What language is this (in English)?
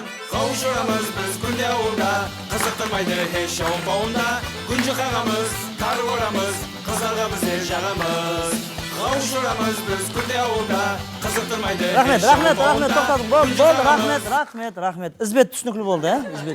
Kara-Kalpak